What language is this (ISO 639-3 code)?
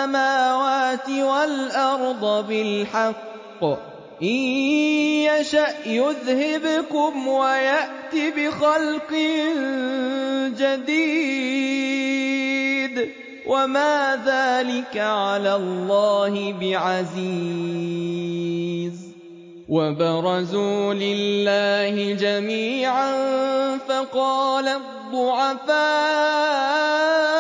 ara